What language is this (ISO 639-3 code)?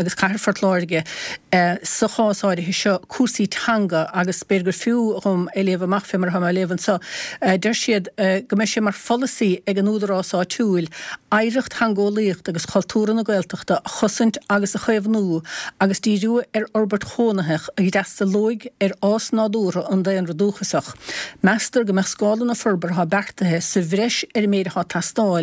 gle